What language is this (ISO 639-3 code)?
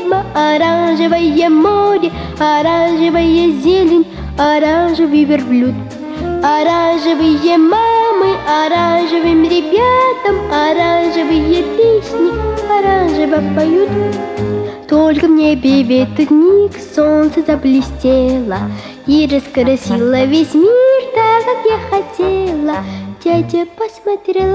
rus